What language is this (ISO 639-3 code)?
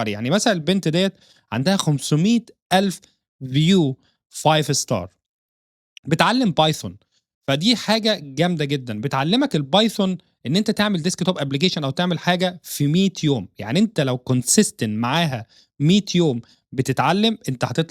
arz